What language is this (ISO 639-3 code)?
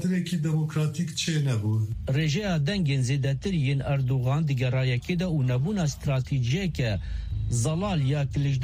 kur